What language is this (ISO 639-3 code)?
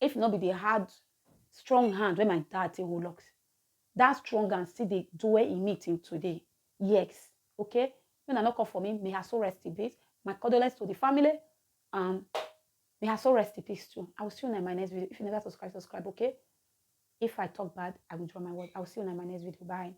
pcm